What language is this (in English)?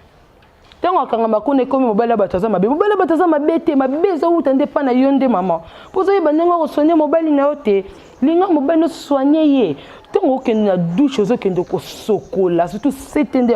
Lingala